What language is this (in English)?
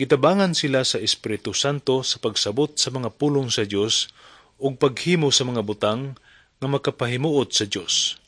Cebuano